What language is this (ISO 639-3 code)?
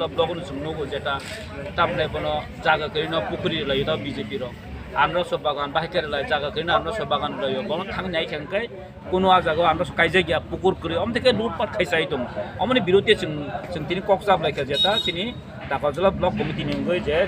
trp